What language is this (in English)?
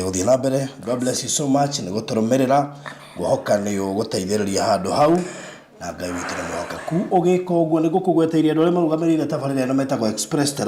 Kikuyu